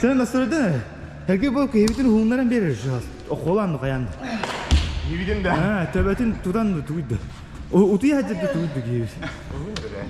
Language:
Yakut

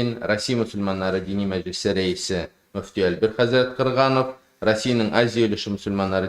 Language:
Tatar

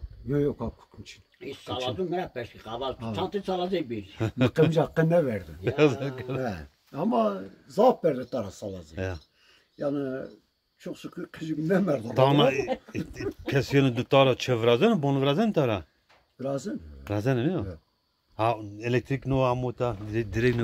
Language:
Zaza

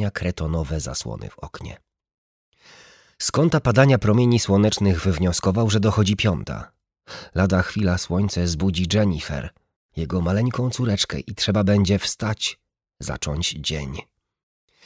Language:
Polish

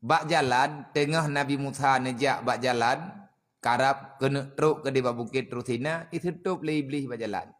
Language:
Achinese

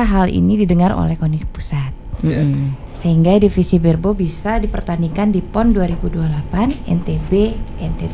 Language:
Indonesian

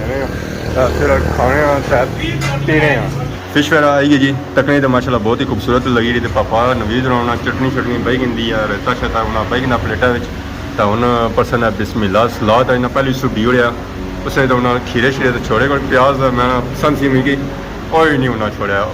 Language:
Pahari-Potwari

